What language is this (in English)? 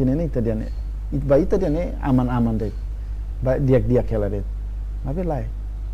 Tetum